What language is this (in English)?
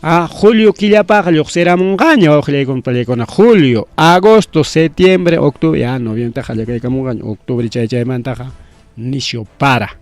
Ayacucho Quechua